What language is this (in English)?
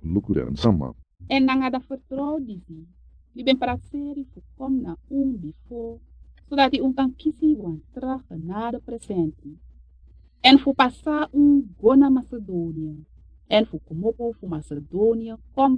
Sranan Tongo